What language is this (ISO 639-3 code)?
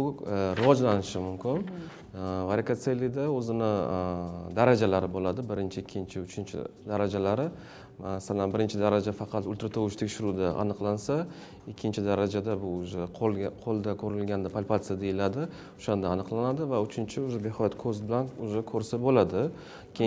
uzb